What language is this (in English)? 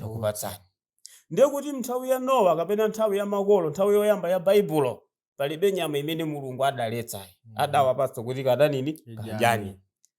Nyanja